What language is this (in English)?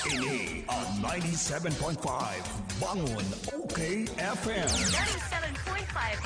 Bikol